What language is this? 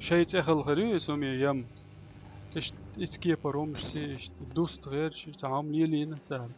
Chechen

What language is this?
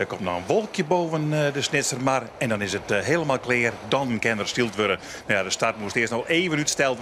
Western Frisian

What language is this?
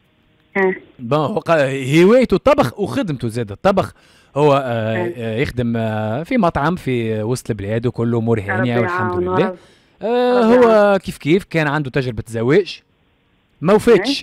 Tunisian Arabic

